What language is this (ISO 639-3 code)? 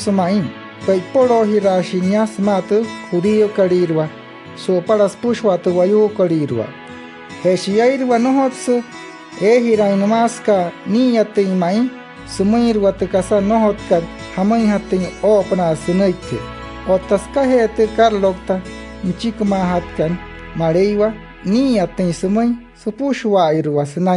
guc